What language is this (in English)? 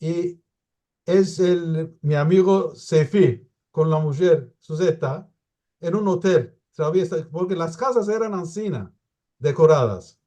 Ladino